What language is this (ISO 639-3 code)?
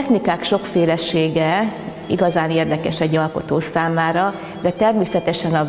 hun